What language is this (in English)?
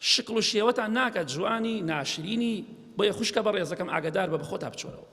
Central Kurdish